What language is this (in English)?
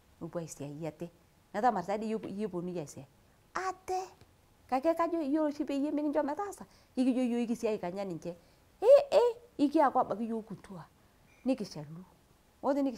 Masai